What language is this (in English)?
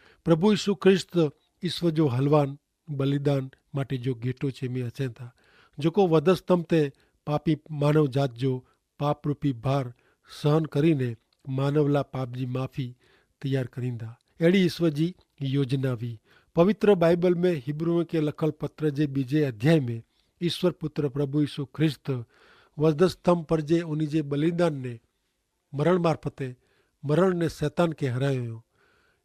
Kachhi